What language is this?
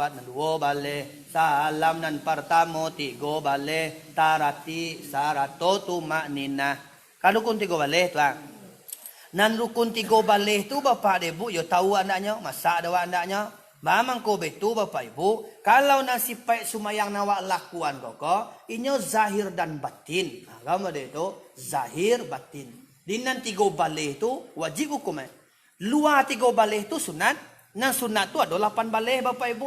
Minangkabau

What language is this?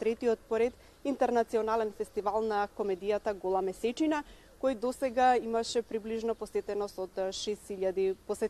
Macedonian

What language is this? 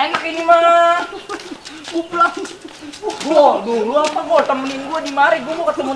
Betawi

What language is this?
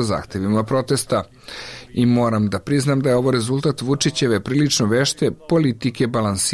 Serbian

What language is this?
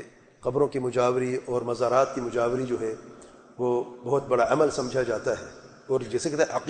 Urdu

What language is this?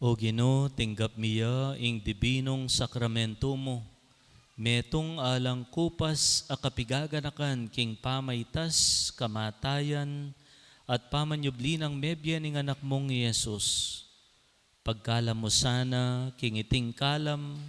Pampanga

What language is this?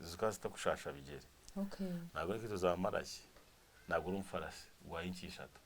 Nyankole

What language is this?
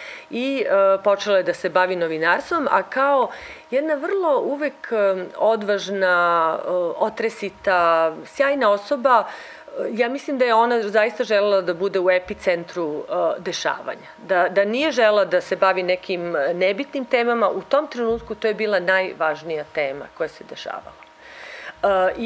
Serbian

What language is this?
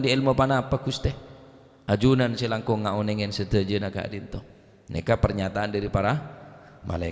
Madurese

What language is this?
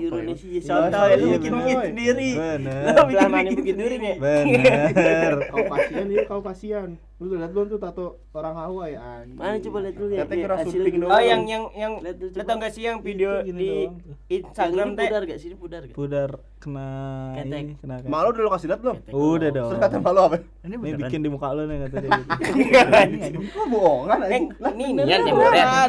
Indonesian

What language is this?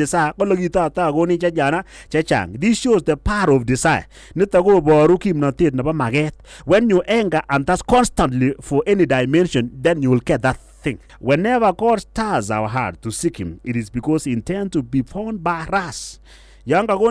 Kalenjin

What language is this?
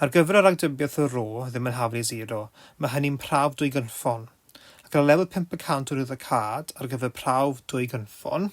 Welsh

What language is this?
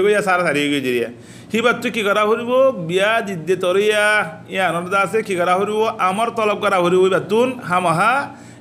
Rohingya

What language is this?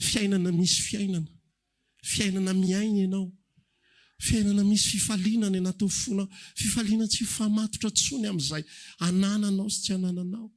Malagasy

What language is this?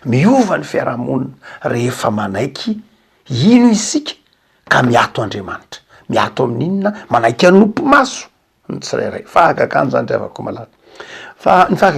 Malagasy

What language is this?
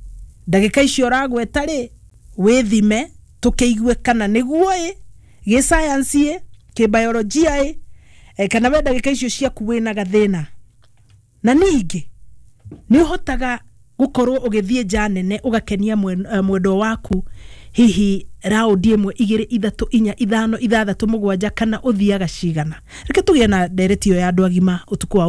Kikuyu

